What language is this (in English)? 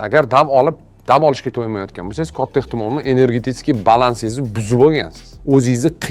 Uzbek